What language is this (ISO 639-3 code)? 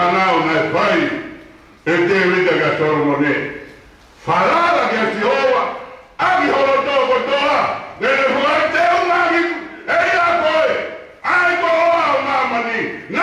ton